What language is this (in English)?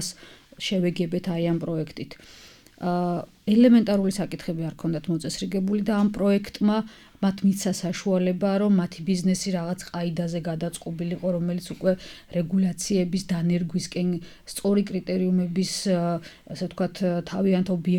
Georgian